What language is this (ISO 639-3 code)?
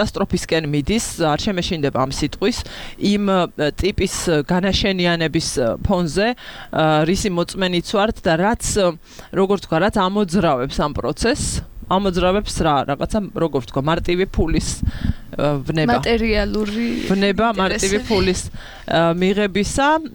kat